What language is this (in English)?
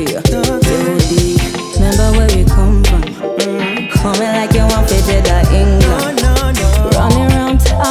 English